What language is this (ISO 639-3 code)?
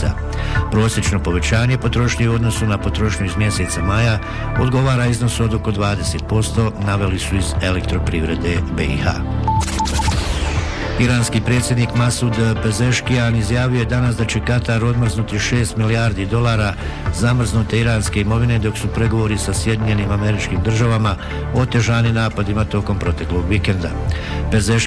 bos